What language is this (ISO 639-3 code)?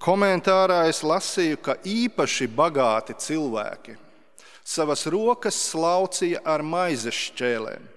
lav